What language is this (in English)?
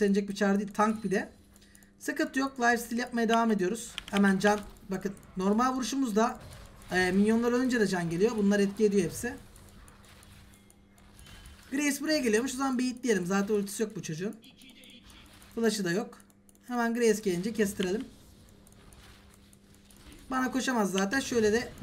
Turkish